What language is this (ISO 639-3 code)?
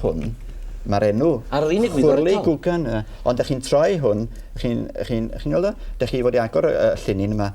cym